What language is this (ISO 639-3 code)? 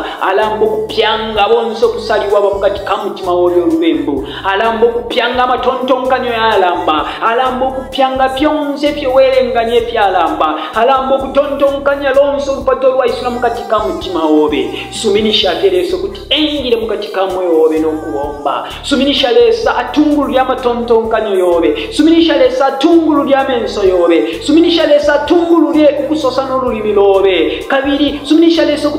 bem